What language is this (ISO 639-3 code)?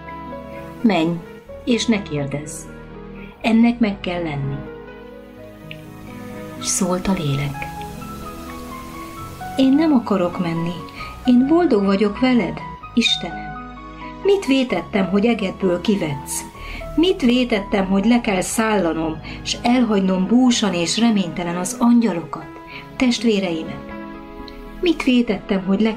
hun